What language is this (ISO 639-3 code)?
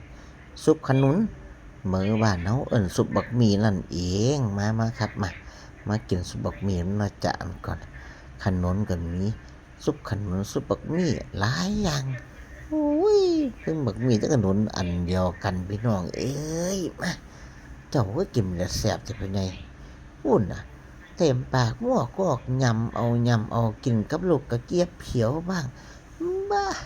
tts